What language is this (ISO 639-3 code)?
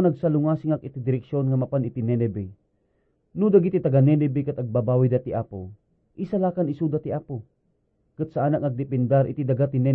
ilo